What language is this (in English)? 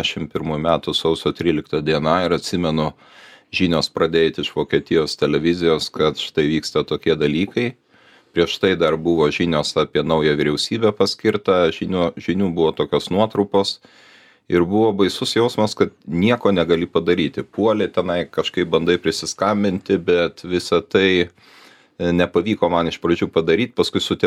Lithuanian